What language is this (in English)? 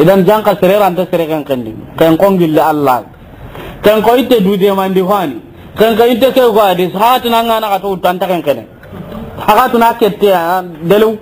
Soninke